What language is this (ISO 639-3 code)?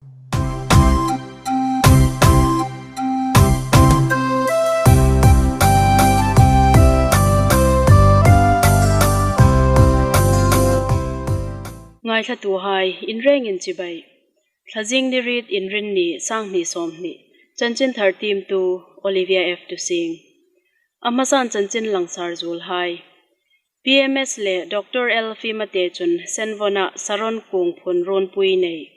hmr